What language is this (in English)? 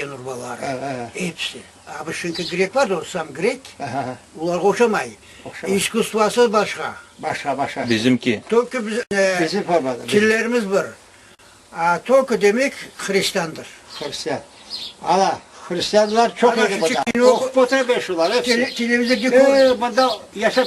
Crimean Tatar